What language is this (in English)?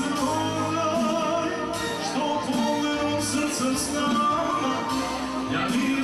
Croatian